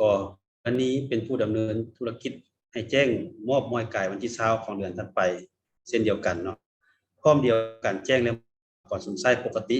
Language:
Lao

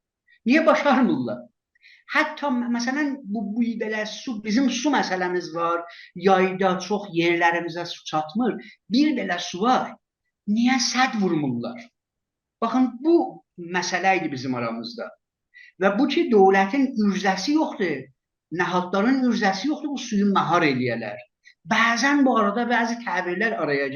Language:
South Azerbaijani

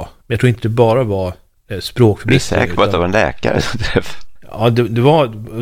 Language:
Swedish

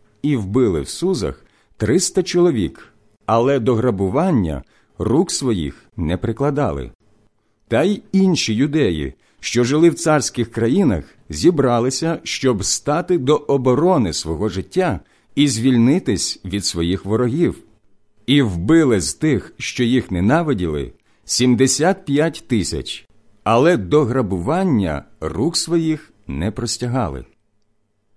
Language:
Ukrainian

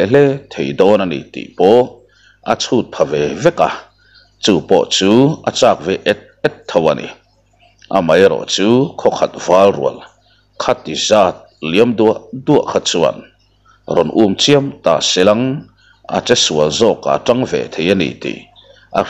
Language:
Mizo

